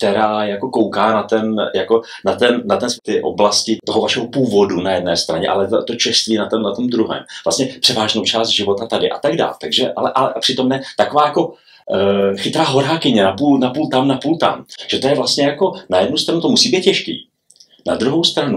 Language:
Czech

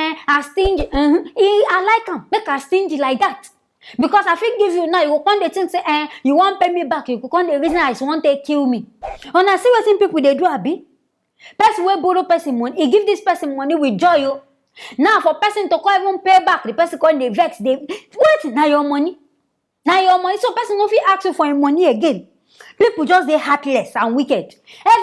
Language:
Nigerian Pidgin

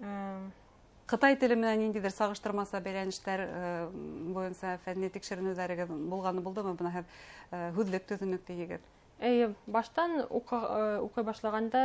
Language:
Bashkir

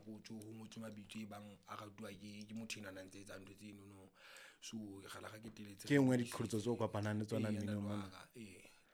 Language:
Southern Sotho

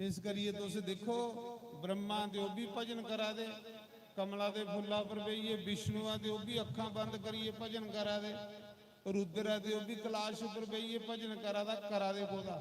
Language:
Dogri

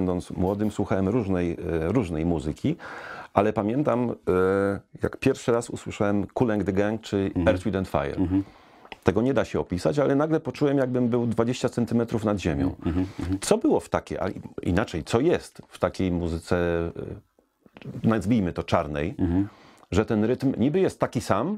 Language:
Polish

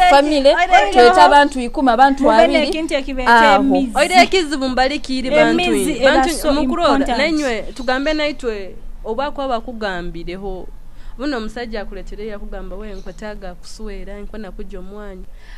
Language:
Nyoro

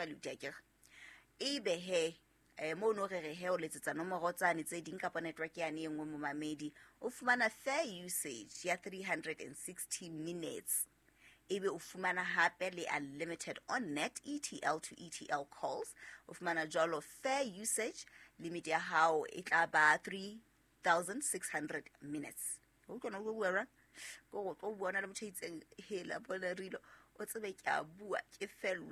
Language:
Southern Sotho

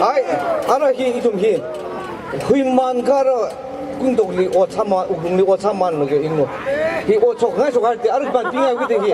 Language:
Tangkhul Naga (India)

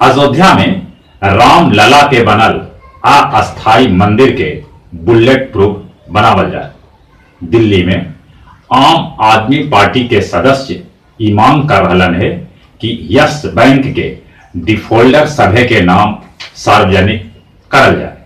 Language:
Magahi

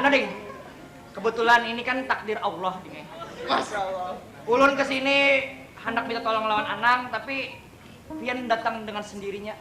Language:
Banjar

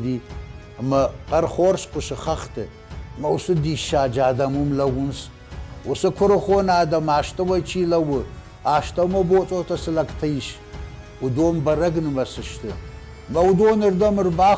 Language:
Ossetic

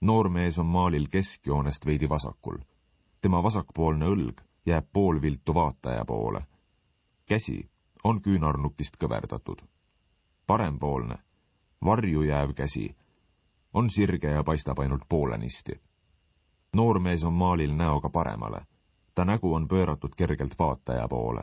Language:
Estonian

